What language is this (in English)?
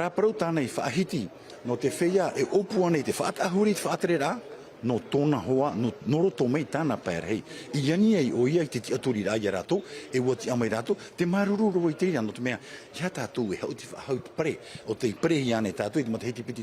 Tahitian